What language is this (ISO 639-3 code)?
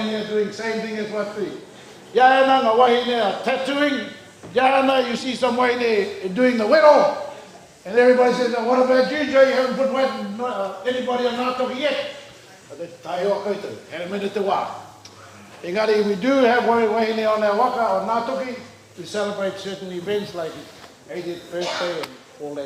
mri